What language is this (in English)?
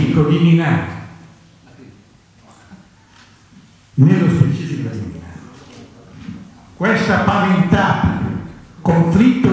Italian